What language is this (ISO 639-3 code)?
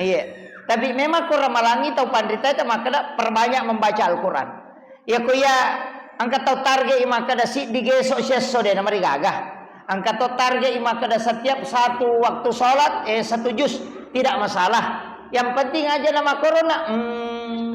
bug